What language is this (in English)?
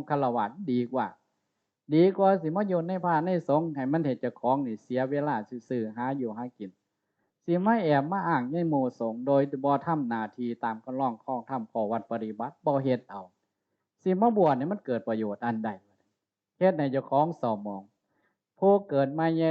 Northeastern Thai